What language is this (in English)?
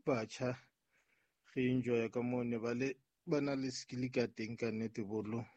Southern Sotho